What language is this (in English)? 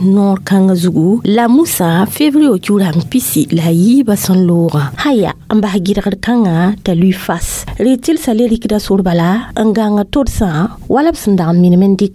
Mossi